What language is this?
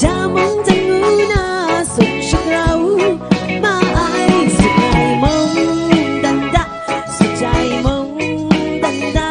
Kachin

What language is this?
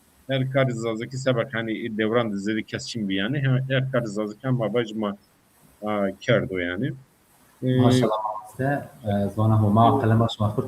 Zaza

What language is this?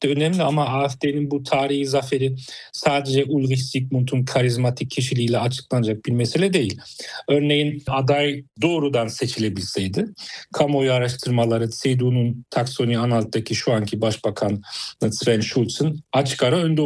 Turkish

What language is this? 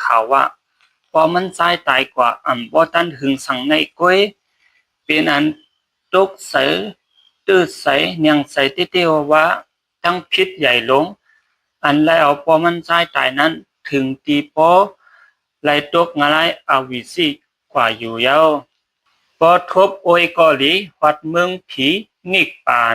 Shan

